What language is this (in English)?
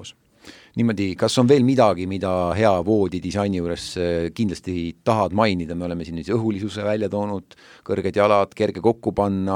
Estonian